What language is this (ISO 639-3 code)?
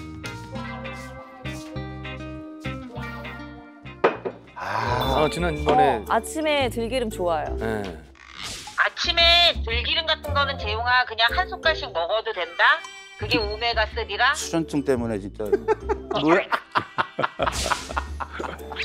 kor